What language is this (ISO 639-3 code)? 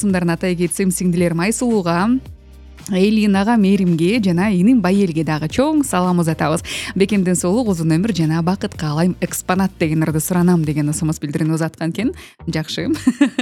kir